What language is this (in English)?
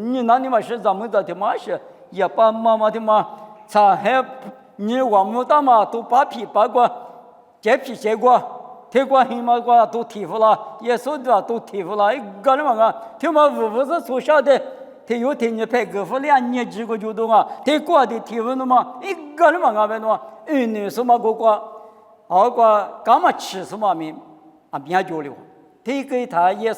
Lisu